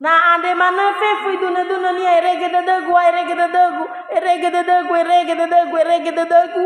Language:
Nias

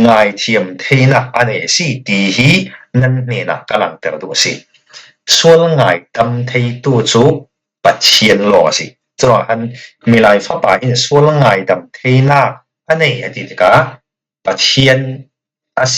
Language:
Falam Chin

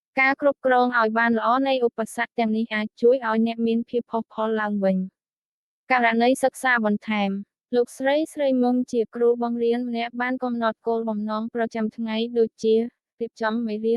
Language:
Khmer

